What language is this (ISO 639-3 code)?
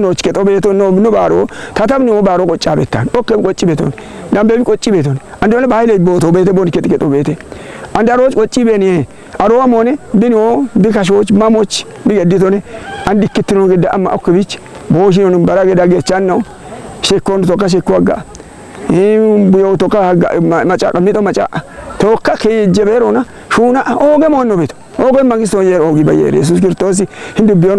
kbr